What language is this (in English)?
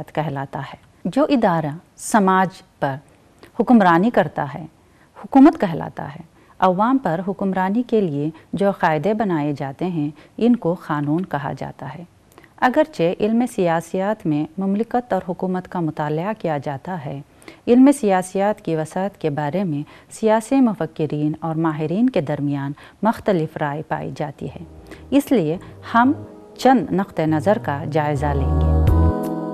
Urdu